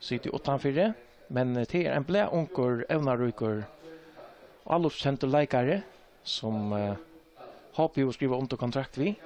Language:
Faroese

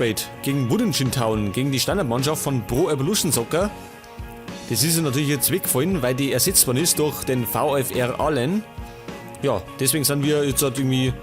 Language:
Bavarian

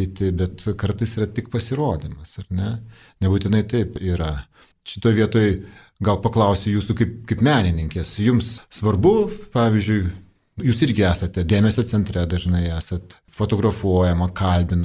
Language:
Lithuanian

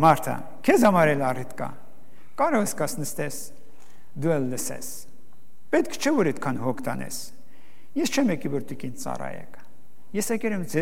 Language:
Armenian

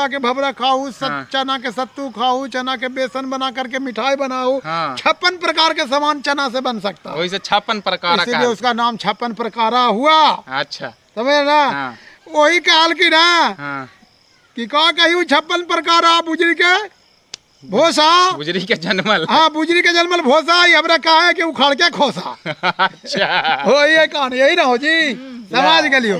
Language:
Magahi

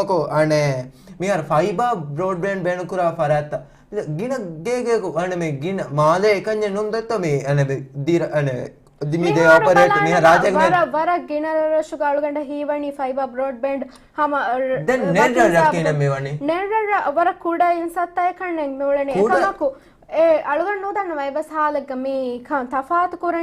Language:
Divehi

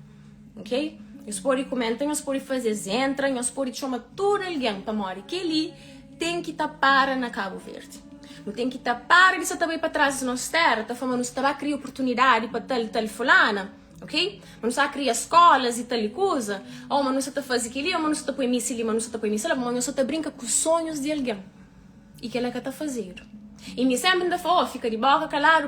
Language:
Kabuverdianu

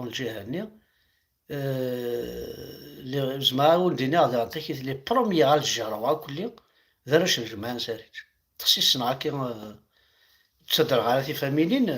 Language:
Kabyle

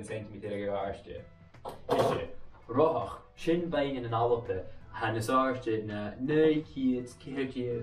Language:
Scottish Gaelic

